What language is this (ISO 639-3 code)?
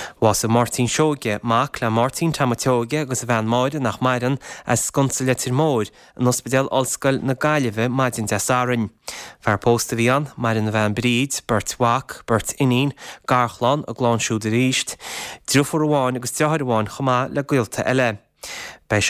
gle